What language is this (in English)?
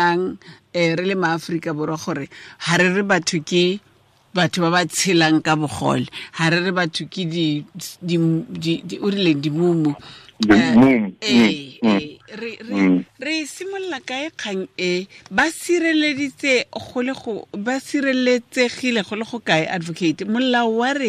Tswana